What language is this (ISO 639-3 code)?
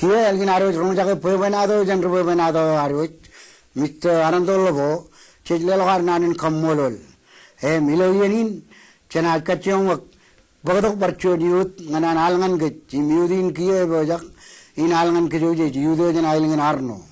mah